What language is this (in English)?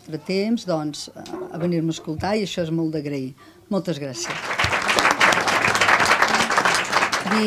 Catalan